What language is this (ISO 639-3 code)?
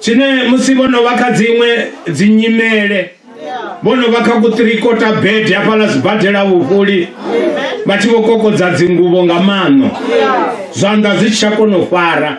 ven